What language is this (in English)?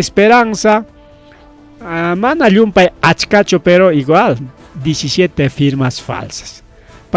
Ayacucho Quechua